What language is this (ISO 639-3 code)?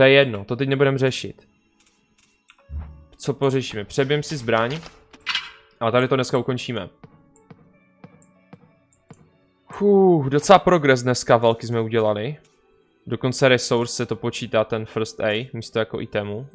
ces